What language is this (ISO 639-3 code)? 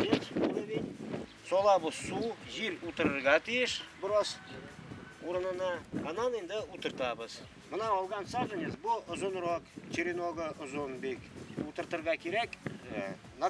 bak